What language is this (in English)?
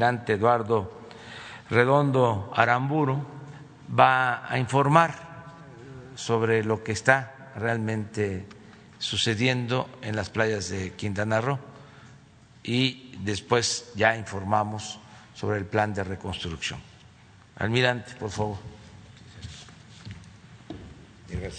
Spanish